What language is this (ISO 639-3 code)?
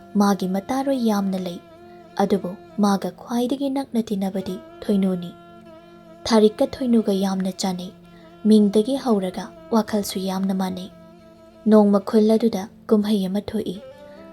mni